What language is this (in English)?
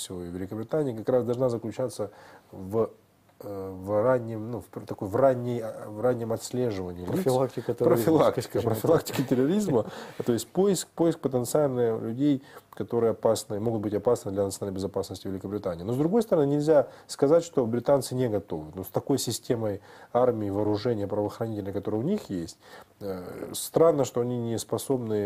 Russian